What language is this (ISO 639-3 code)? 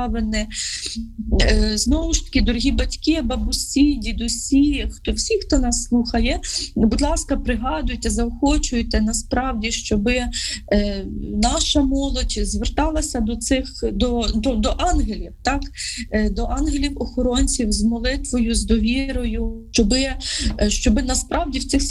ukr